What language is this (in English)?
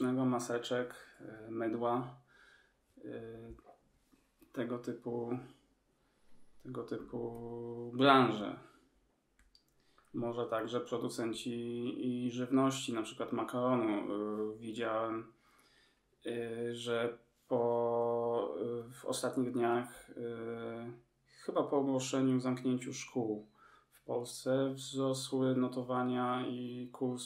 Polish